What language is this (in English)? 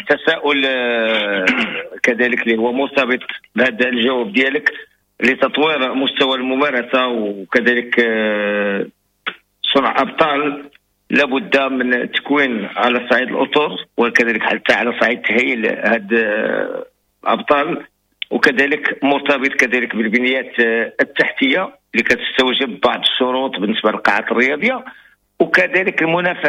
Moroccan Arabic